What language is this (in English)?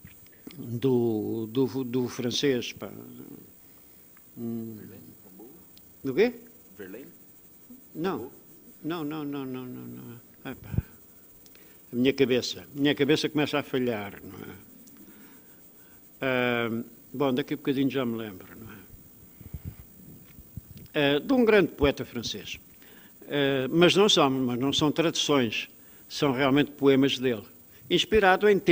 Portuguese